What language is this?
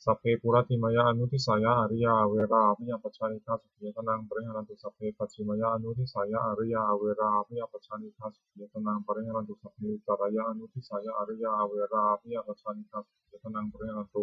Pali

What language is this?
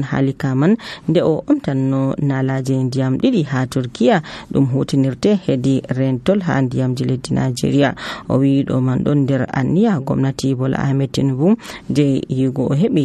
Nigerian Fulfulde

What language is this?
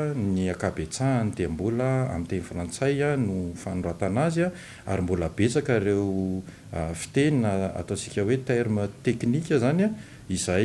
Malagasy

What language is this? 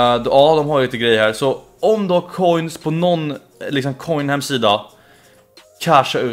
Swedish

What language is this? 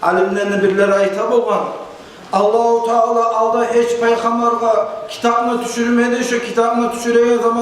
Kumyk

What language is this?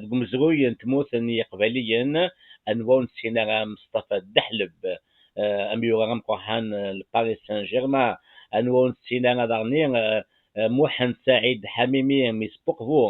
Kabyle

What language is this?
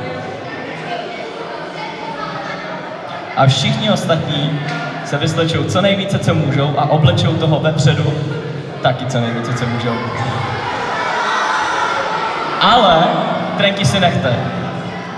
Czech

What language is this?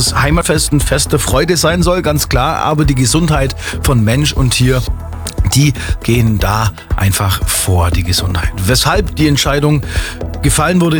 German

